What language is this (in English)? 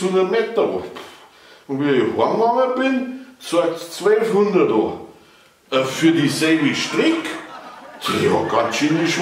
Bavarian